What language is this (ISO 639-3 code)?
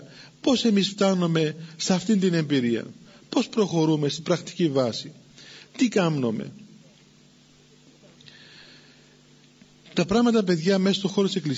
ell